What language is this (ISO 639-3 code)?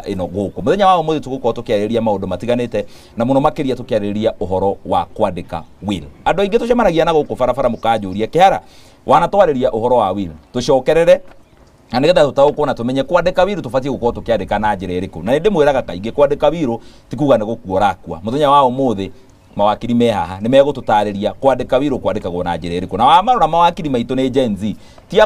kik